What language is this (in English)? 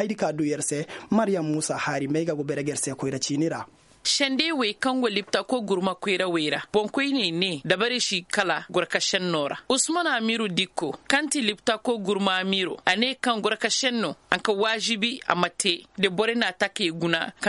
Koyraboro Senni